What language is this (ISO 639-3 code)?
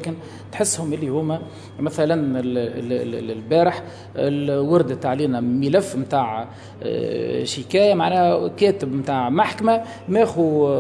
aeb